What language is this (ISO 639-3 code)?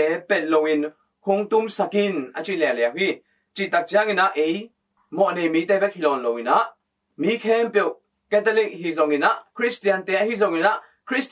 ctd